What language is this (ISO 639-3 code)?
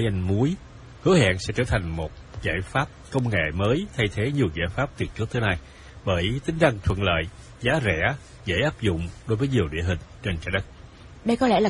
vie